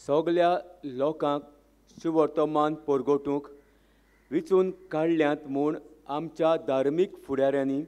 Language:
Konkani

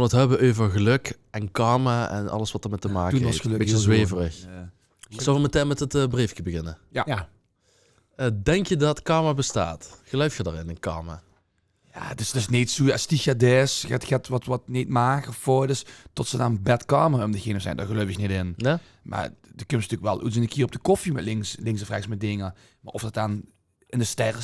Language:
Limburgish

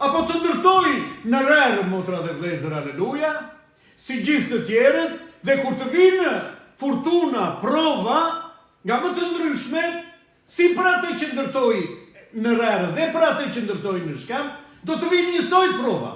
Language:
Albanian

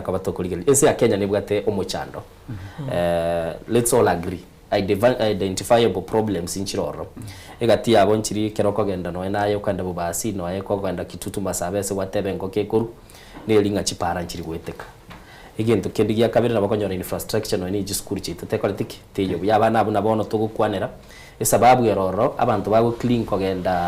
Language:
Gusii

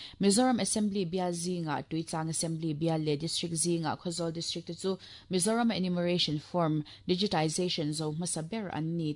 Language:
Mizo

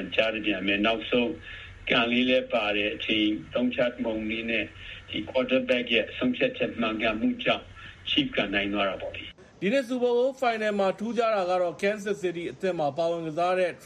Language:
Burmese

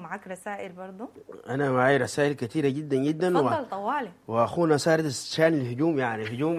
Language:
Sudanese Arabic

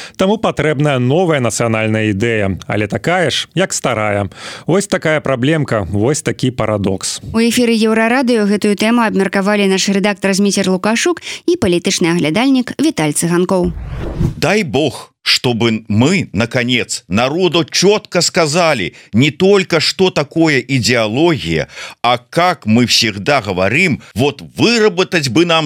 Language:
Belarusian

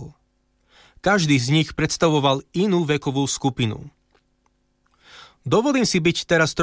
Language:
Slovak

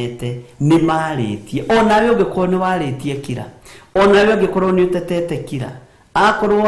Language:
Kikuyu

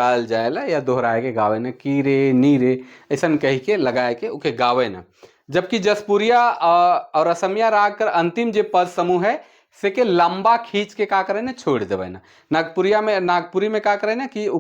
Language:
Sadri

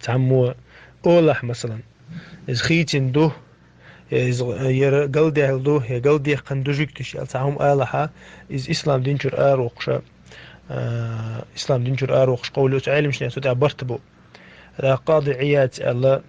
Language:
Chechen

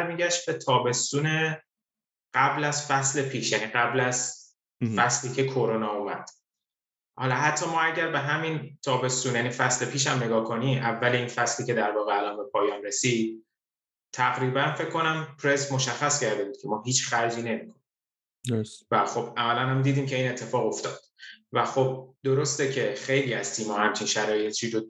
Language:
Persian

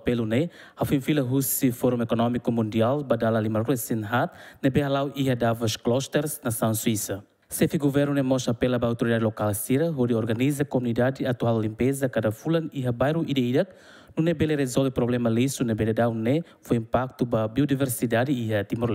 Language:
Tetum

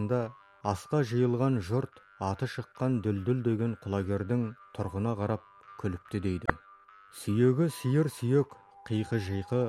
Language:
Kazakh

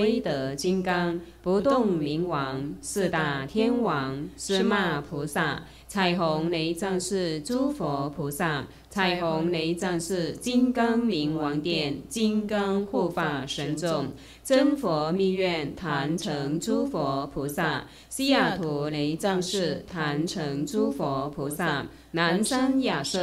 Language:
Chinese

